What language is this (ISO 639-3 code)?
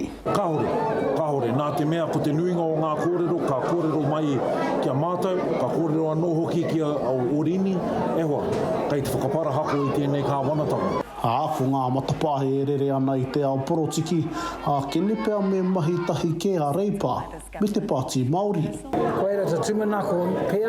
mri